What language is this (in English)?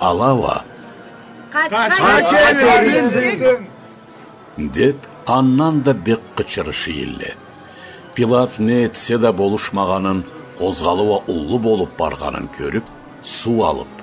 Karachay-Balkar